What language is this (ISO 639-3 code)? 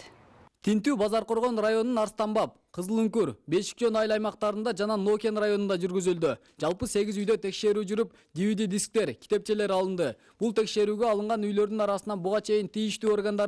kir